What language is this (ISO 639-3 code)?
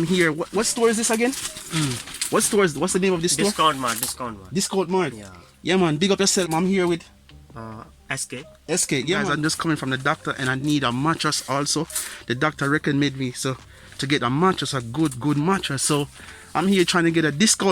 jam